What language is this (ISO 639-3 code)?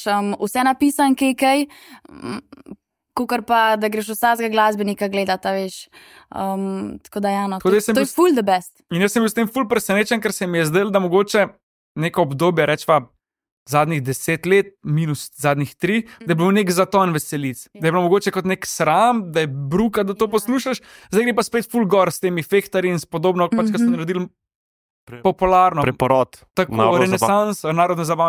slv